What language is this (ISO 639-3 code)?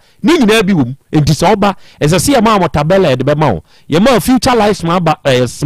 aka